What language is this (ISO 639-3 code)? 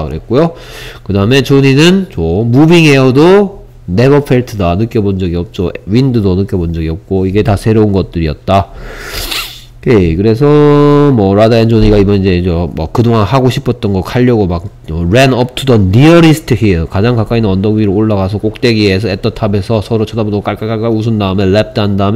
kor